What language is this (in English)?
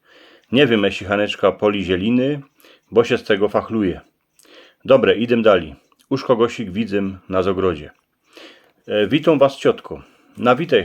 Silesian